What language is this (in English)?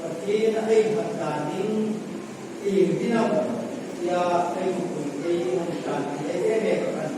Hmar